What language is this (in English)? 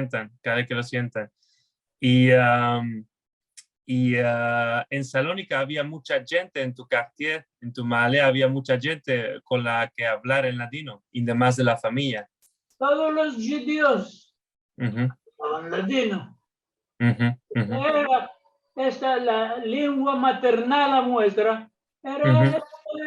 Ladino